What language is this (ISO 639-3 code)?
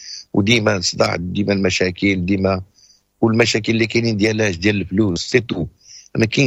ary